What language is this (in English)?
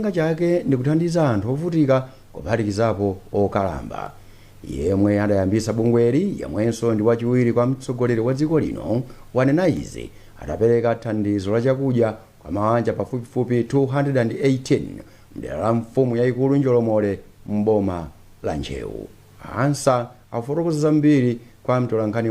Nyanja